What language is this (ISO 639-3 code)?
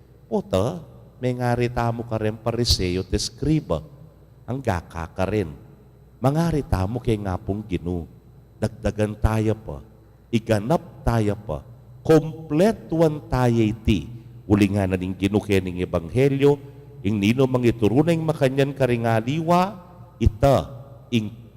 pam